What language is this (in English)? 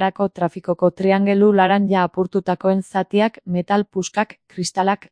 Basque